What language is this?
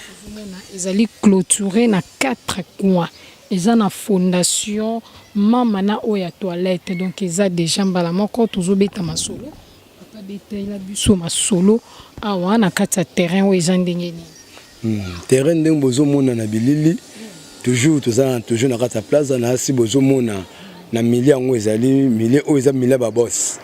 Lingala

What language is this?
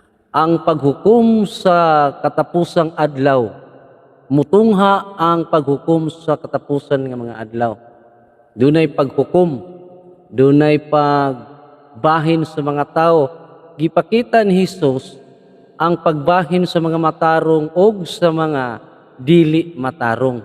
Cebuano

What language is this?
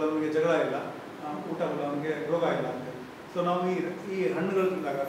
Kannada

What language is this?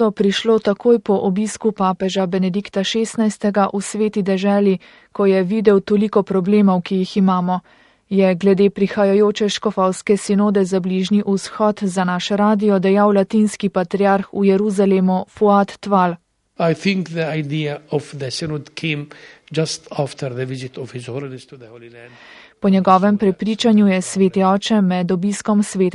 Slovenian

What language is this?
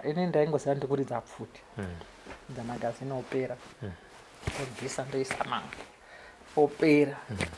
Shona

